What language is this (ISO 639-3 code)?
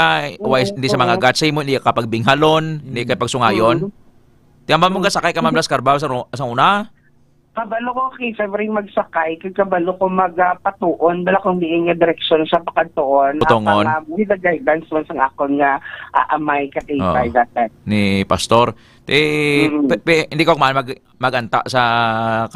hil